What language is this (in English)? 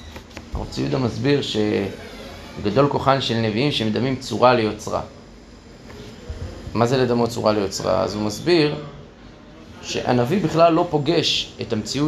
Hebrew